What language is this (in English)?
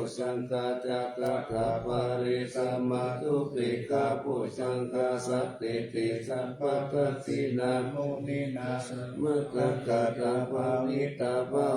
Pali